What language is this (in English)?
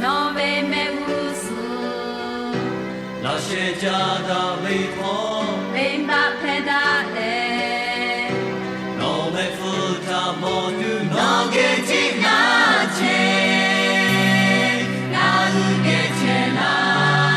Lahu